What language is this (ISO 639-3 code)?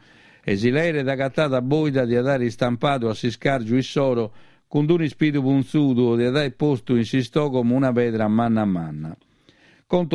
srd